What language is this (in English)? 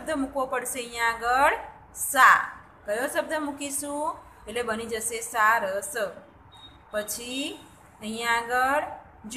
Gujarati